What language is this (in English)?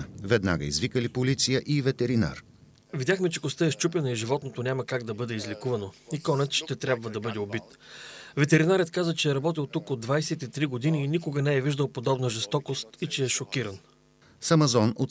Bulgarian